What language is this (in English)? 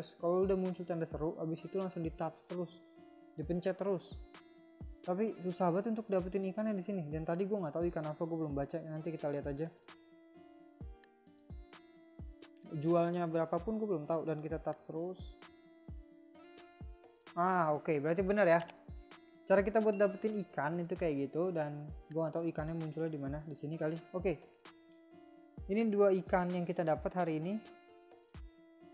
Indonesian